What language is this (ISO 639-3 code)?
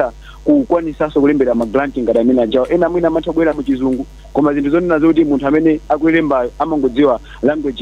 nya